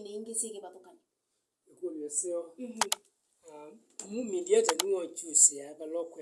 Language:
Kamba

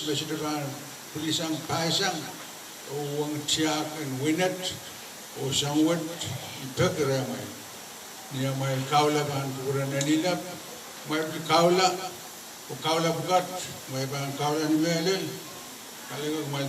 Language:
Pohnpeian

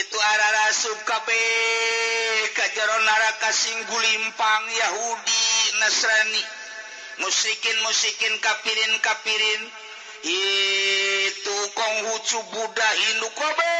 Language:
Sundanese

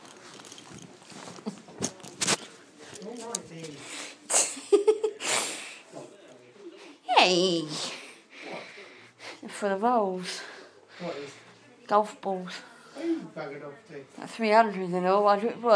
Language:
English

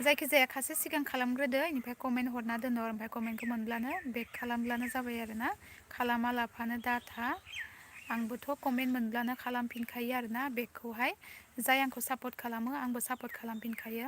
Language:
Bodo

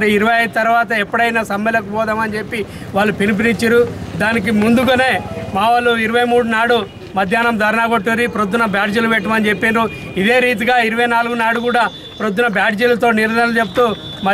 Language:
Telugu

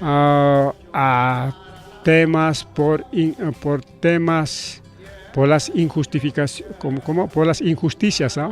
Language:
Ayacucho Quechua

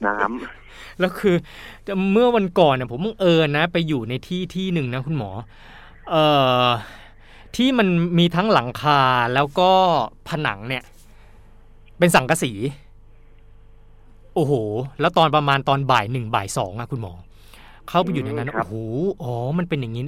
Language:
Thai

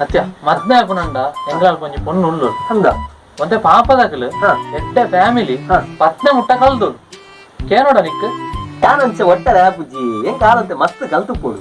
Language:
Tulu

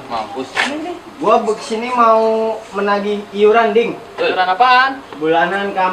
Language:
Betawi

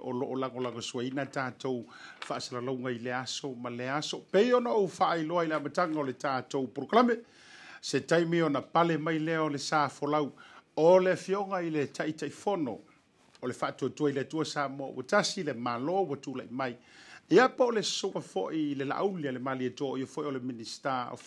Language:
Samoan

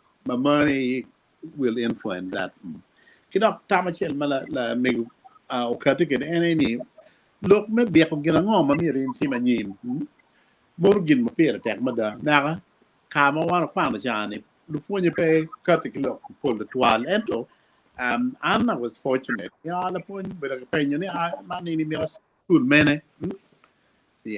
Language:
Acoli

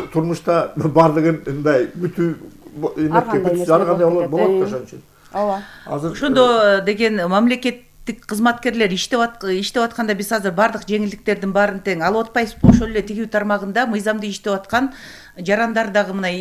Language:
Kyrgyz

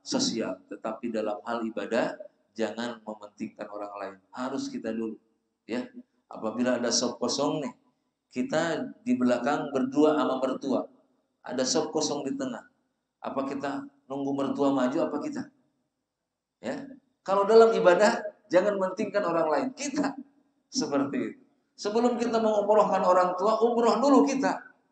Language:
Indonesian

